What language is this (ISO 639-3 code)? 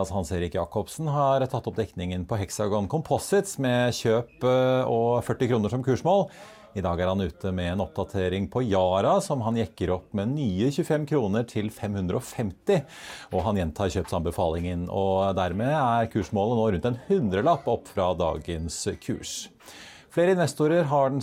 nor